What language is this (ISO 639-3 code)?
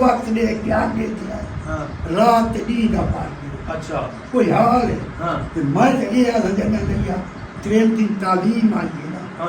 skr